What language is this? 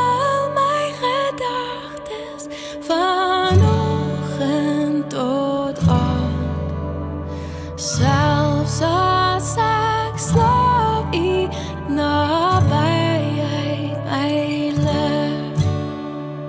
Afrikaans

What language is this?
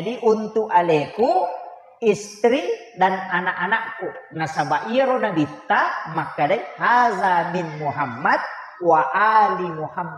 Buginese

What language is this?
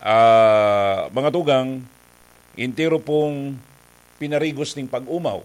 Bikol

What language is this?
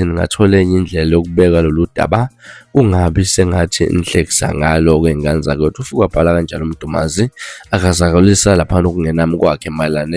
Zulu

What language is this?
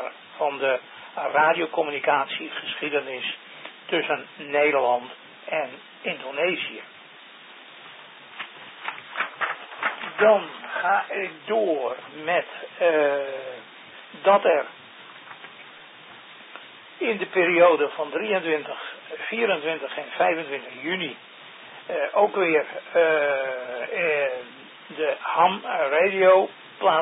Dutch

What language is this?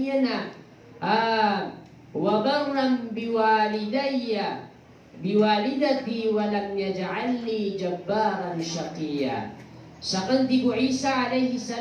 Maranao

